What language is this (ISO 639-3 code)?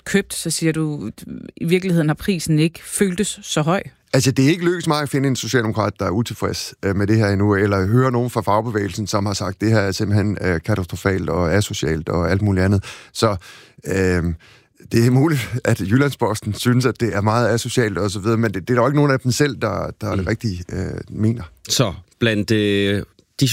dan